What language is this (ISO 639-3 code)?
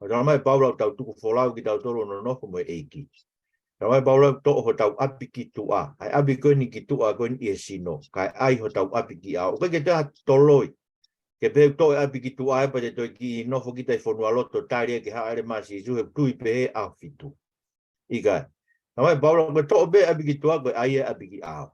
ton